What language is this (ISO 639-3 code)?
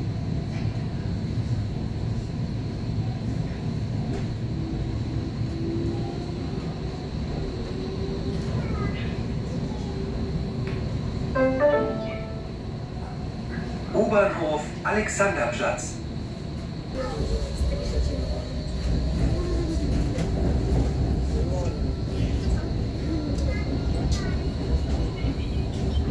deu